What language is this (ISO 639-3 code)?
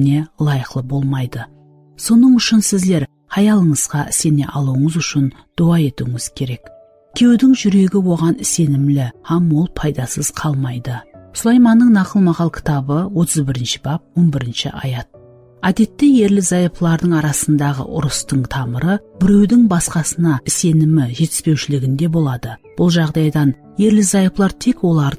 kaa